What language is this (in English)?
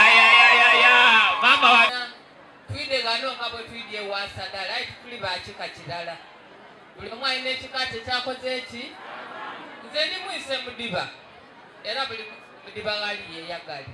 Soga